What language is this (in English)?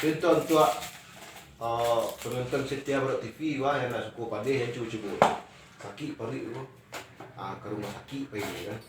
Minangkabau